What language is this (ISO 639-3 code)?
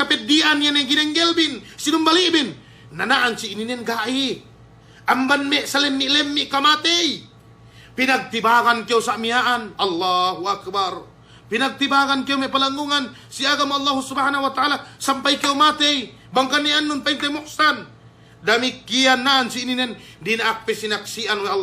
yka